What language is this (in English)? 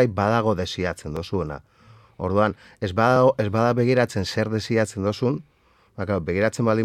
Basque